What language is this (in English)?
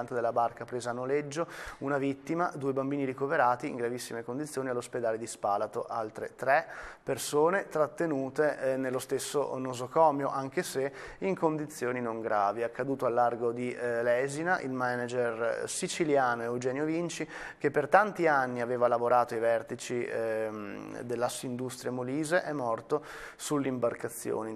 Italian